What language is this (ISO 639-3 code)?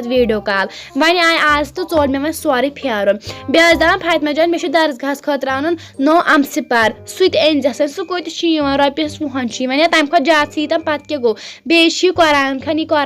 kas